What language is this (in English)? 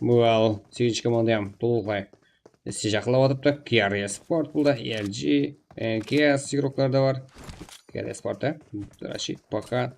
Kara-Kalpak